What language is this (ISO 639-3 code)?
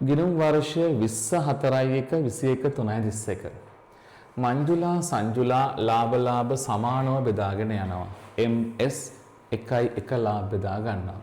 sin